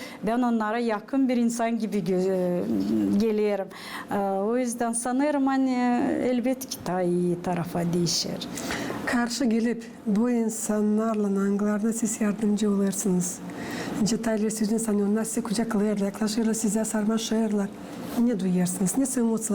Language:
Gagauz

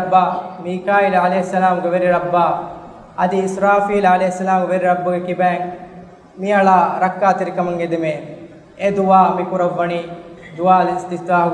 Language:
Divehi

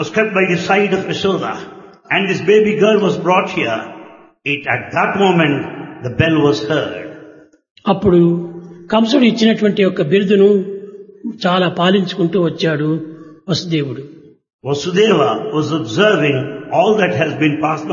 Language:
Telugu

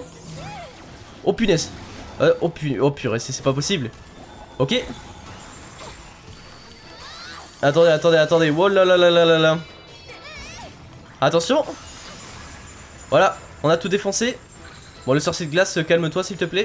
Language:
French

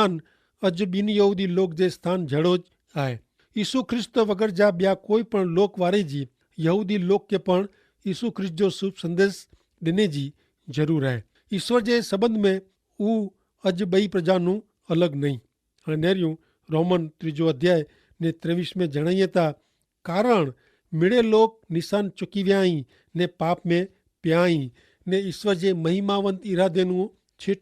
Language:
Kachhi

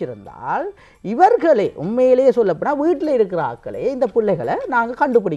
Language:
Tamil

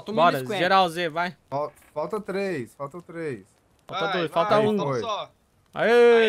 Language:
Portuguese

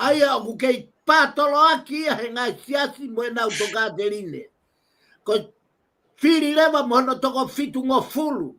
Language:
Tongan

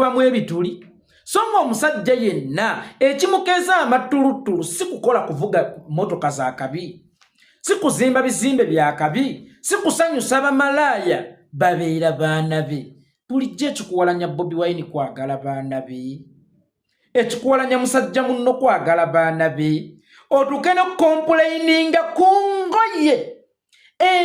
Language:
Ganda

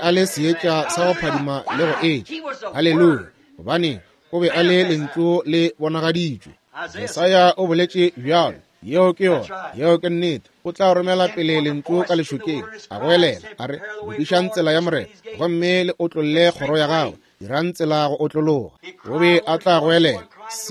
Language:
Northern Sotho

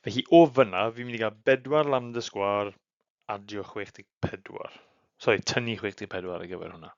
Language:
Welsh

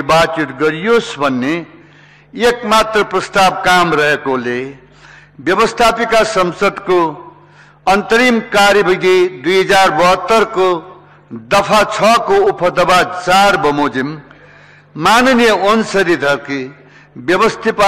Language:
Nepali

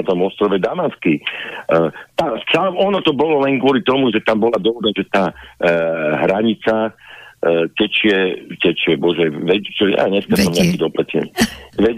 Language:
Slovak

